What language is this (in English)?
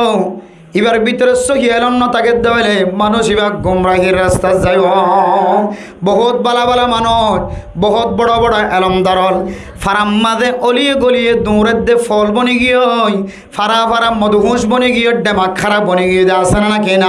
Rohingya